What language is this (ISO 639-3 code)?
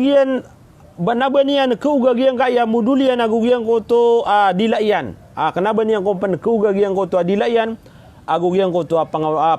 mrw